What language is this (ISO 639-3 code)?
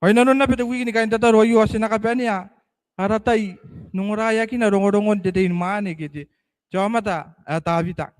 gil